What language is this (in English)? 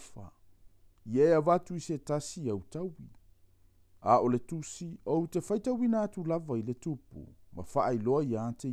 Samoan